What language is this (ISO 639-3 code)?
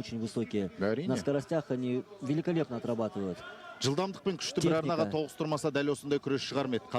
kaz